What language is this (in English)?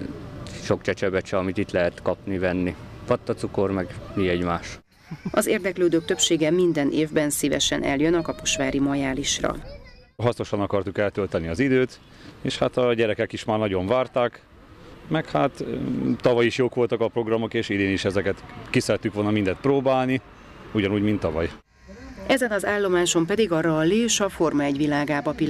Hungarian